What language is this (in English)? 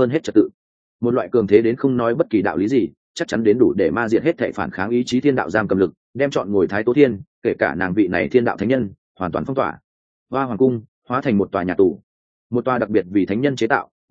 Vietnamese